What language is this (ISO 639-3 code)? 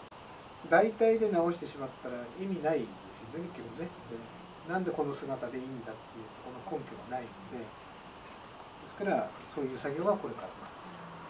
jpn